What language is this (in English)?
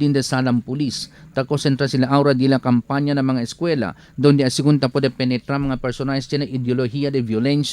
Chavacano